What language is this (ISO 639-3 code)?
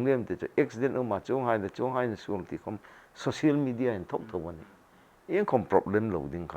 hmr